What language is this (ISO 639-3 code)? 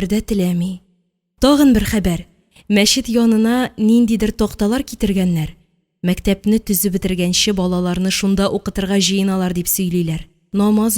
tat